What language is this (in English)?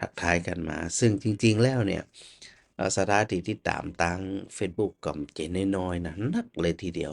Northern Thai